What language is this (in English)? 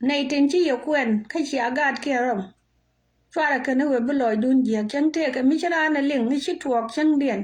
Nuer